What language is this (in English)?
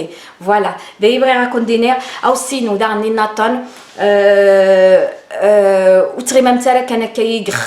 Kabyle